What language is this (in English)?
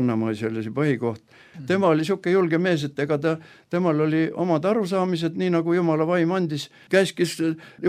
Estonian